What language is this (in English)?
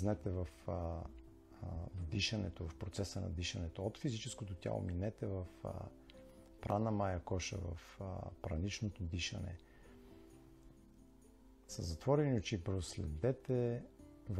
Bulgarian